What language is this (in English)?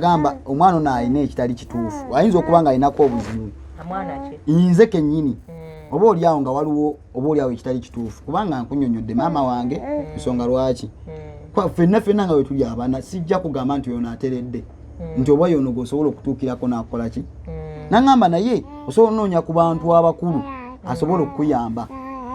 Ganda